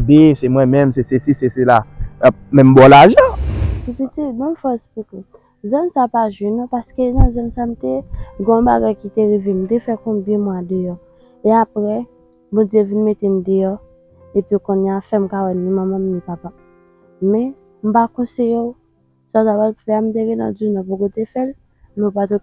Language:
Haitian Creole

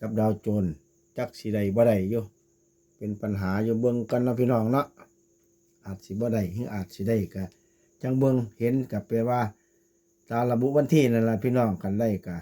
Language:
Northeastern Thai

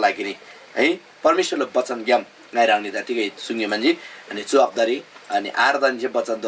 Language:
Eastern Tamang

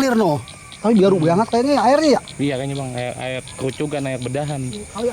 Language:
Betawi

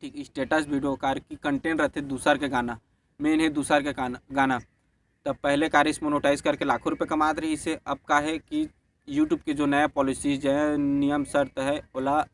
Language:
Chhattisgarhi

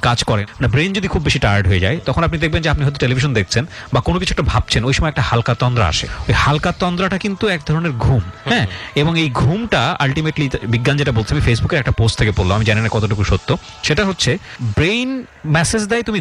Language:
Bangla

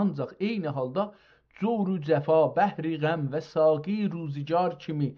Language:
South Azerbaijani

